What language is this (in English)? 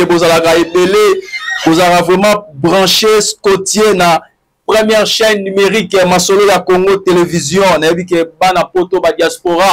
Lingala